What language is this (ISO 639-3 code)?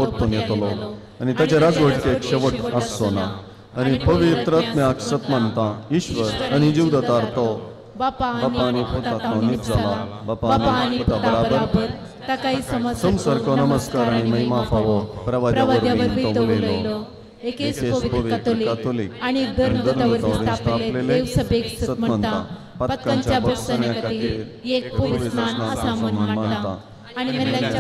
kok